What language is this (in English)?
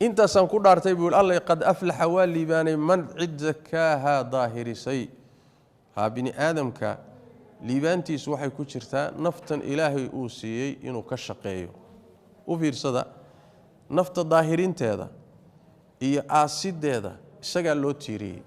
Somali